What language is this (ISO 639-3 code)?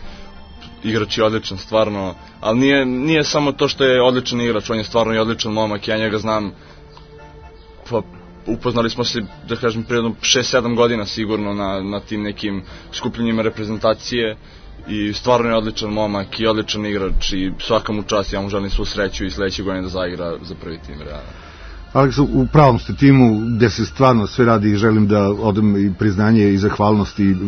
srp